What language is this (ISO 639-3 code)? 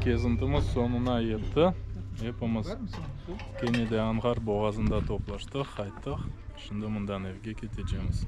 crh